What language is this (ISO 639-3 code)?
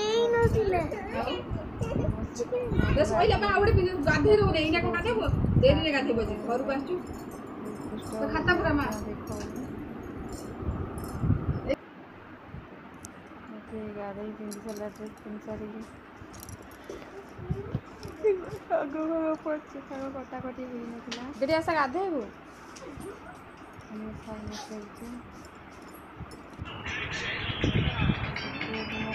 ori